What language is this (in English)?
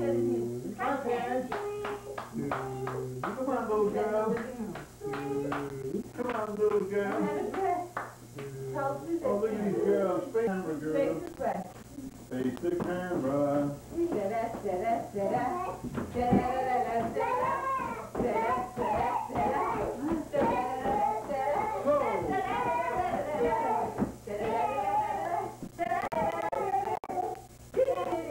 English